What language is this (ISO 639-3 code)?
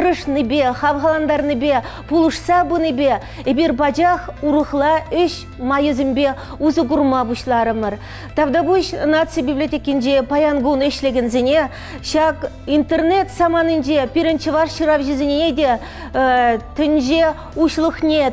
chv